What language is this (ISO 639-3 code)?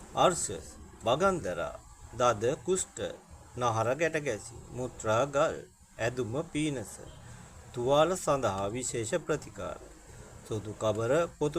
sin